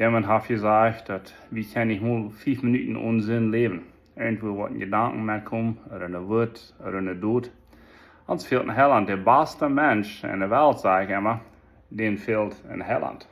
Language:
Plautdietsch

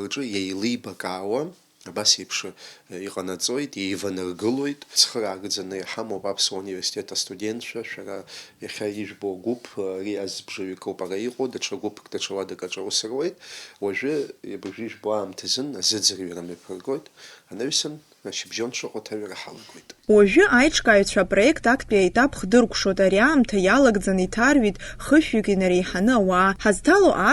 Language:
Abkhazian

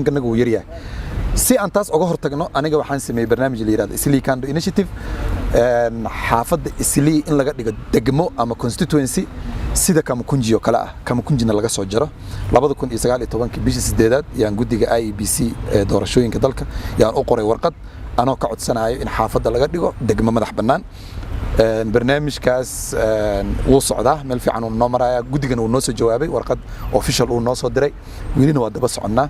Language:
Somali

